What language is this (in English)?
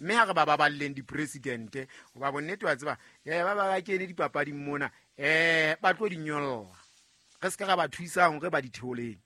Southern Sotho